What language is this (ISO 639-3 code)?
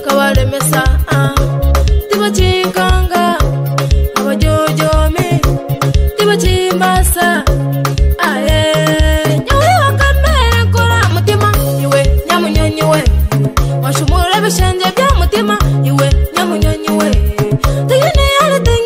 nyo